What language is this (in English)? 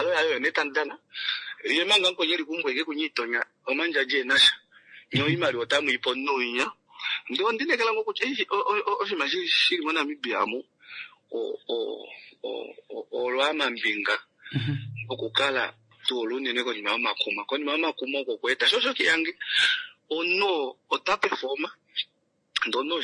Kuanyama